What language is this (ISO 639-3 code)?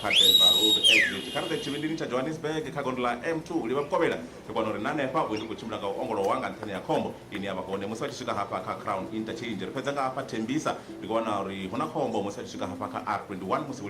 ven